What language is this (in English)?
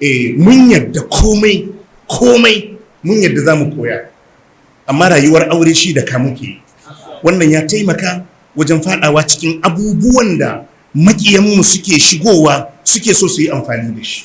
Hausa